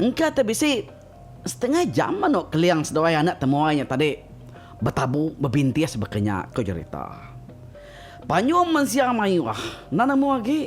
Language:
Iban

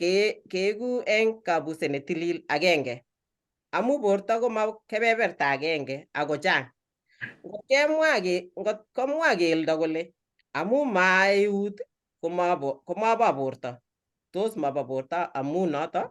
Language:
Kalenjin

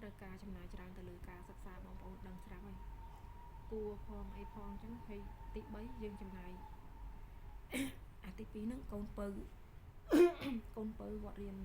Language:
Khmer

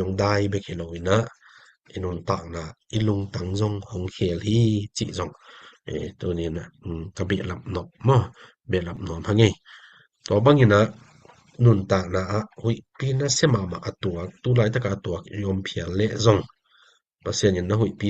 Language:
Tedim Chin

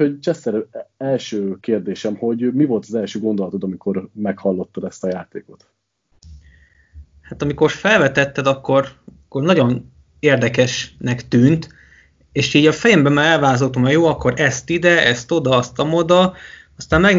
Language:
Hungarian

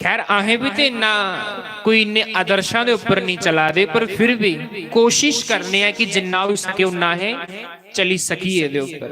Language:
Dogri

